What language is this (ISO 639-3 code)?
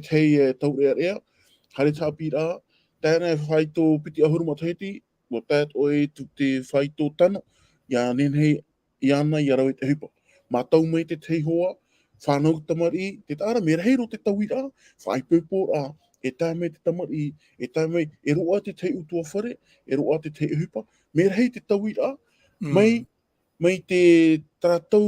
tah